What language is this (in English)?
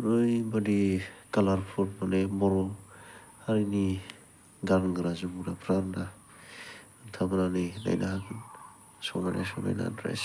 Bodo